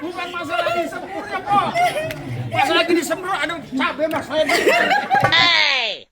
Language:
Betawi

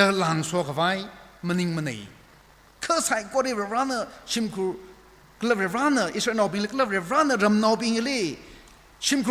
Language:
Tangkhul Naga (India)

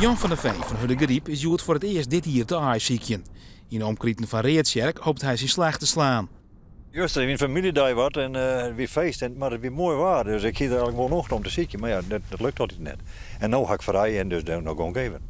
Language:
Western Frisian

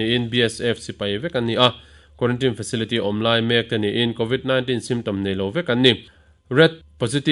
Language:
Mizo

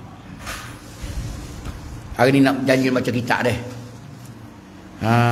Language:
Pattani Malay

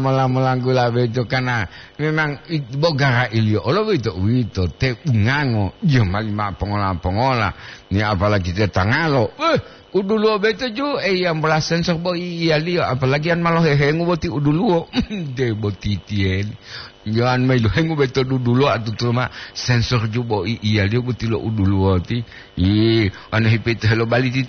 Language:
Gorontalo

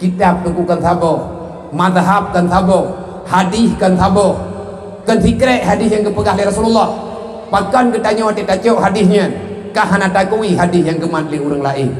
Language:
Achinese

